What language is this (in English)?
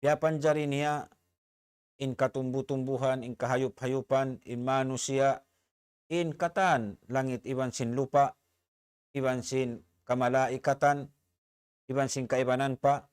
Tausug